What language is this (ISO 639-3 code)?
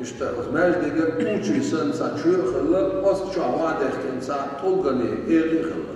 che